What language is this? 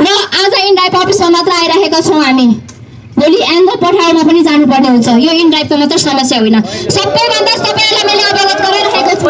Nepali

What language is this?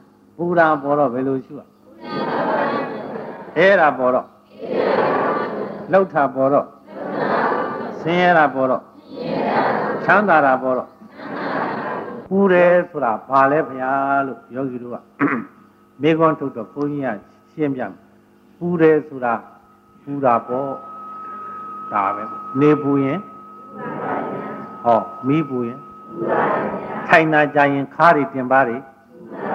Burmese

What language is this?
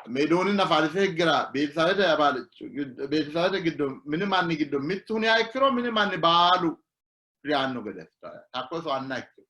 Sidamo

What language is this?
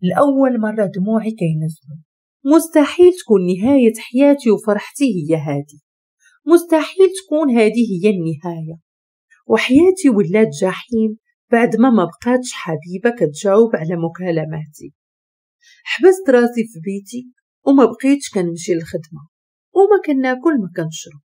Moroccan Arabic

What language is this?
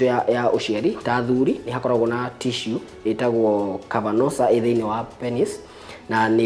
Kikuyu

